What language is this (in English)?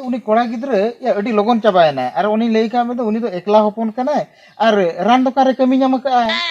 Santali